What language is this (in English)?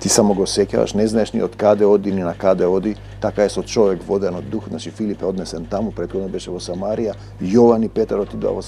Macedonian